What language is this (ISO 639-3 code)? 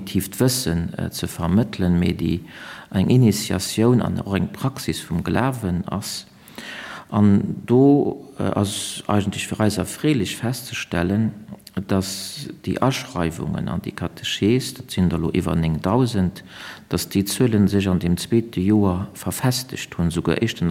ltz